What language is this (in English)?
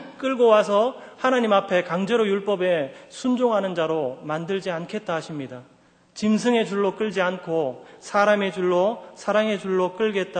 Korean